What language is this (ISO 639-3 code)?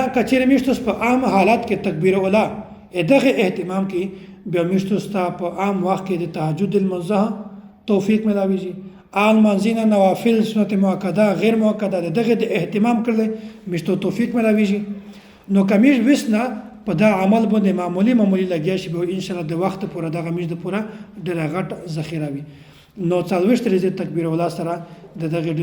pus